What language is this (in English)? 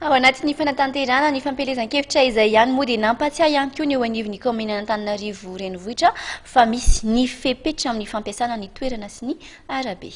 Malagasy